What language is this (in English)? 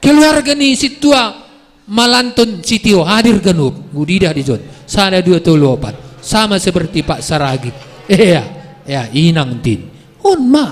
Batak Simalungun